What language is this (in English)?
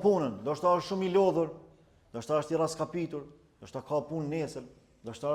Albanian